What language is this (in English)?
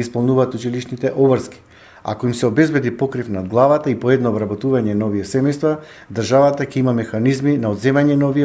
Macedonian